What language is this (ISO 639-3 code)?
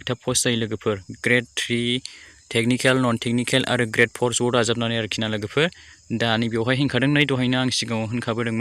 brx